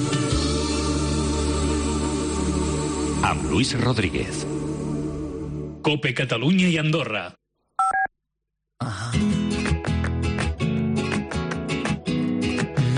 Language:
Catalan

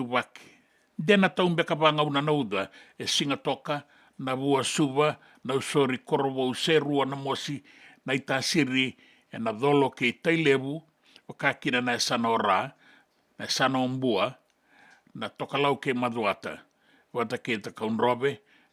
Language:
Fijian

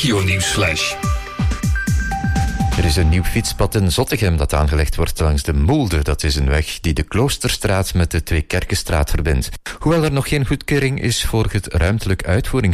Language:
Dutch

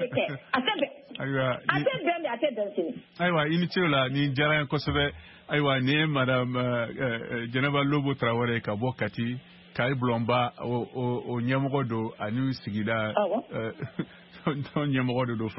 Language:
Bambara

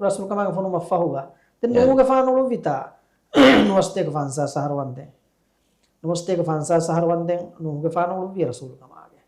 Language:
Divehi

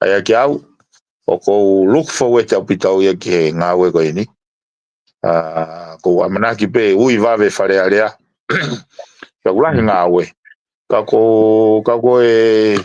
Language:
Tongan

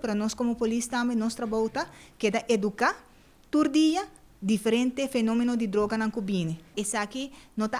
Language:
Papiamento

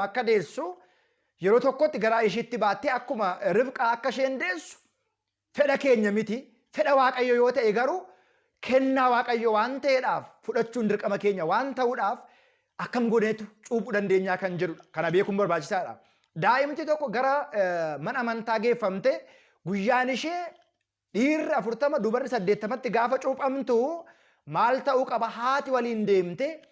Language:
Oromo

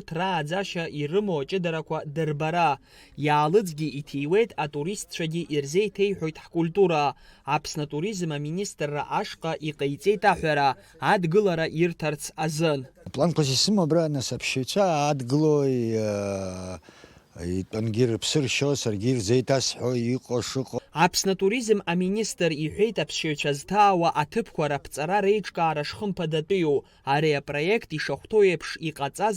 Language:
Abkhazian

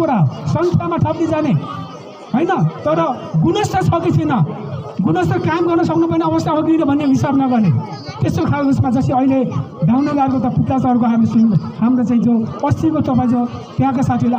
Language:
Nepali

